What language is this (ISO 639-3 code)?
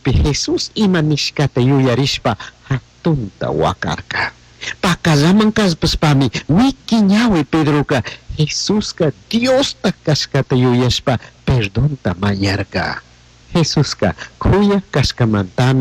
qug